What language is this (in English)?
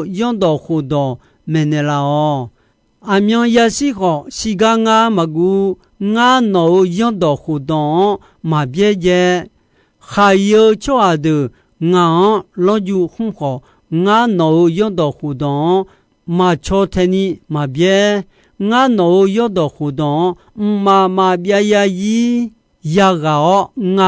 Akha